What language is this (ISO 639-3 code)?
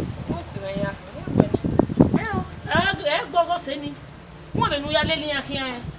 bin